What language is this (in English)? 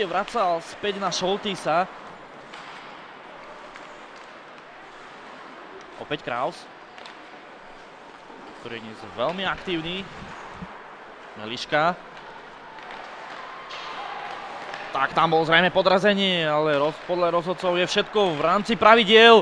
Slovak